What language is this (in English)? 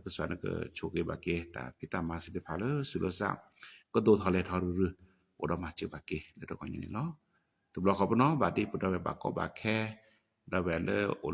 S'gaw Karen